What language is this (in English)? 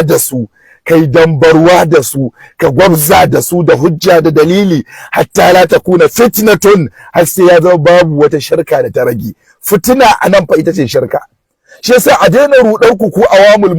Hausa